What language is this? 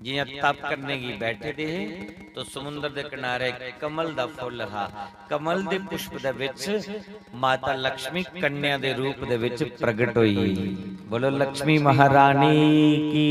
Dogri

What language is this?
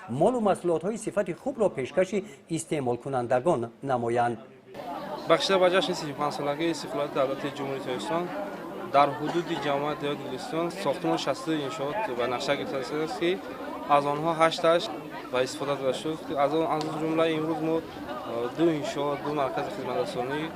Tajik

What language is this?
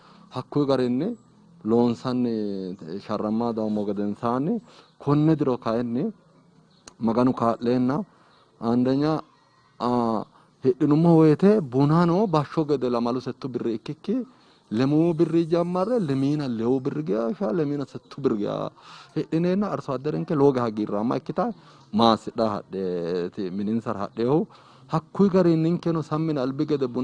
Sidamo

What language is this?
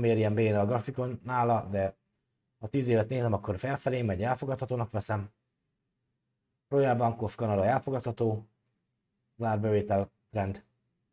Hungarian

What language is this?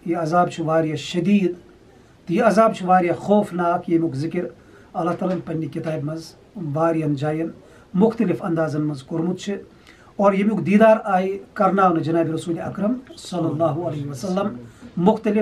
Kashmiri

